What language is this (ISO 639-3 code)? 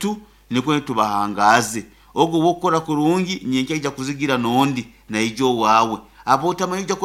nyo